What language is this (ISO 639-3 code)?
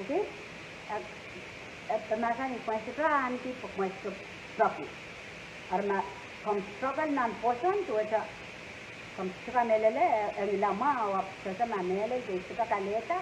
pon